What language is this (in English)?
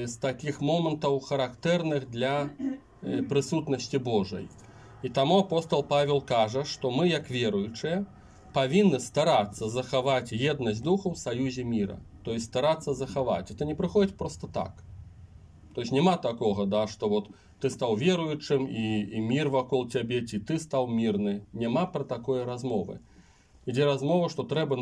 Belarusian